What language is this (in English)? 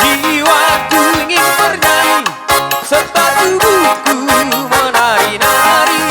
Batak Toba